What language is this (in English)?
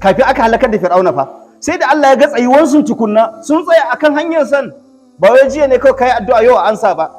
Hausa